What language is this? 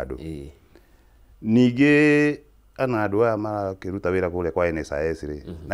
Kikuyu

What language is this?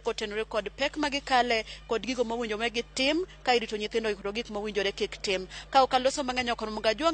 Luo (Kenya and Tanzania)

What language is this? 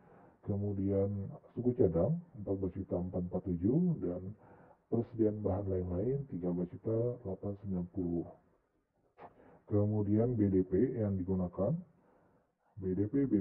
Indonesian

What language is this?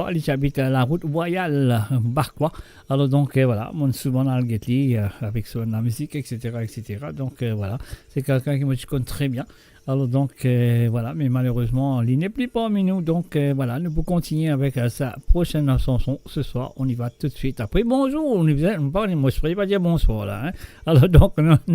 Morisyen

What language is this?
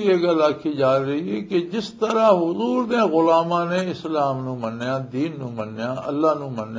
Western Panjabi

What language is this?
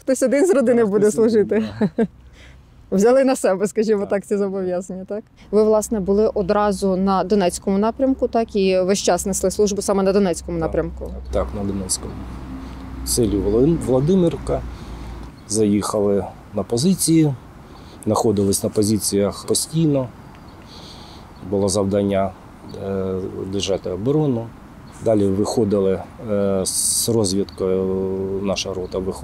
Ukrainian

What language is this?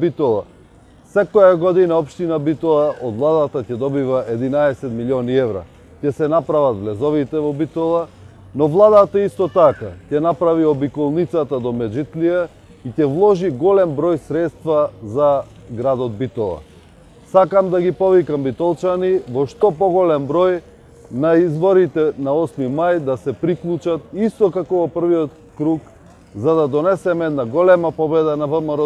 Macedonian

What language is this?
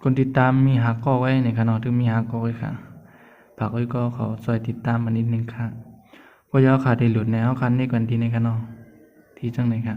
Shan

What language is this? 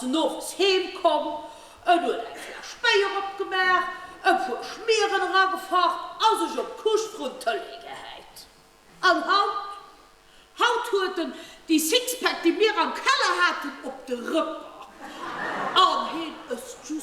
Luxembourgish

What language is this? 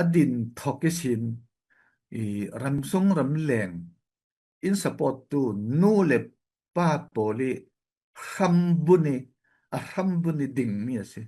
Falam Chin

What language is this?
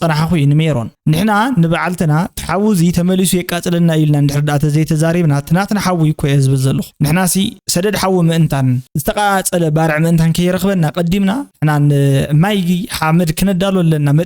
Tigrinya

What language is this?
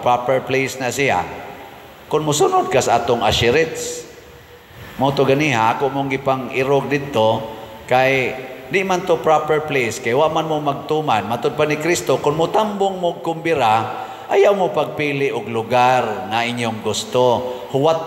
Cebuano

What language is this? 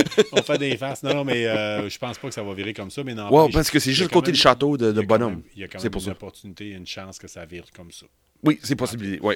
French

